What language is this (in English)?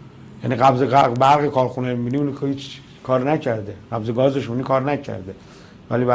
Persian